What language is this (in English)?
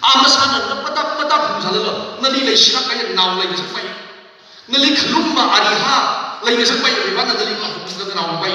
Tangkhul Naga (India)